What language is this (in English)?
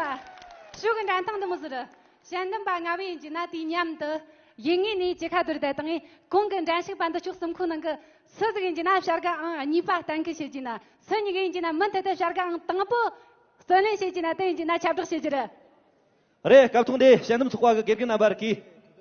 Tibetan